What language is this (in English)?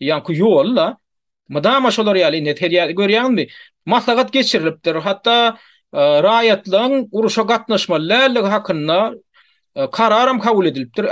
Turkmen